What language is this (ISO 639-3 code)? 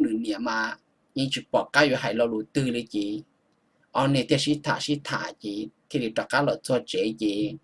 hmn